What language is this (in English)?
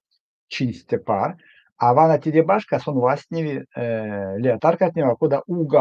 Erzya